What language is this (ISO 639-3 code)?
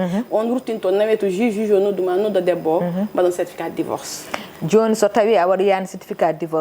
ful